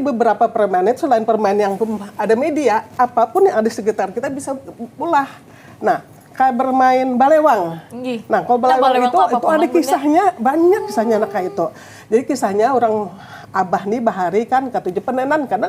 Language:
Banjar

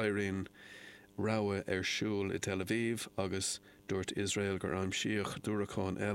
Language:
Irish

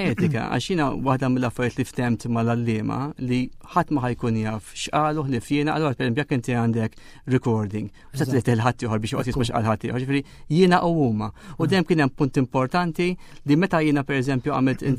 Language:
Maltese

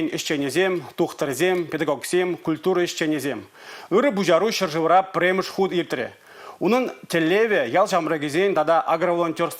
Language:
Chuvash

